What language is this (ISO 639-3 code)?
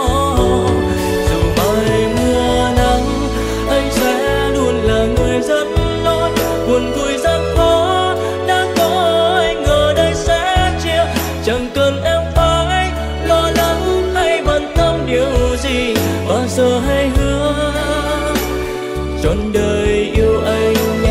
vie